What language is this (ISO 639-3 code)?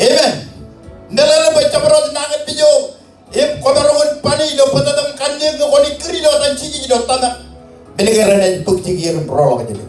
mah